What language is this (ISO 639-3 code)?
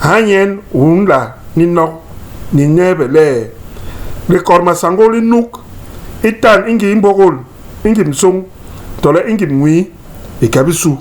bas